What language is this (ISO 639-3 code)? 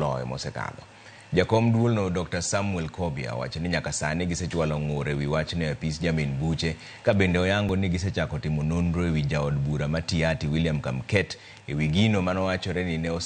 luo